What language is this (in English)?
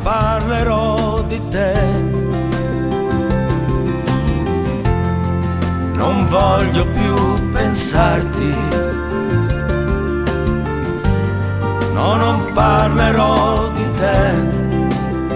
Italian